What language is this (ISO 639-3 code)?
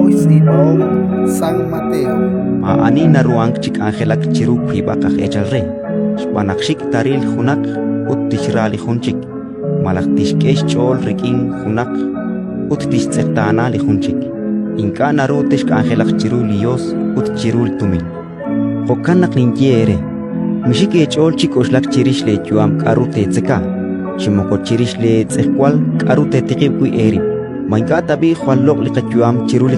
kek